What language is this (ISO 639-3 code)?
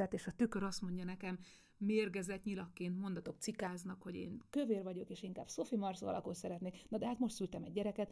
hun